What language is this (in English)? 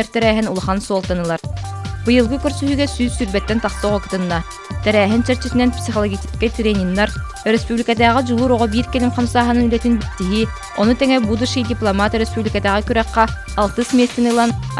Yakut